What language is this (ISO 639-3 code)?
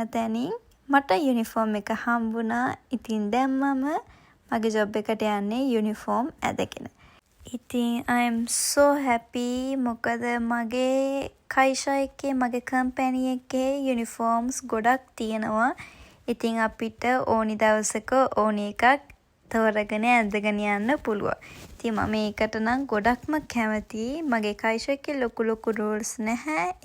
sin